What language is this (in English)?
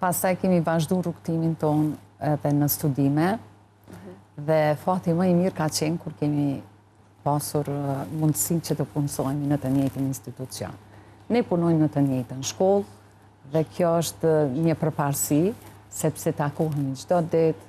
Albanian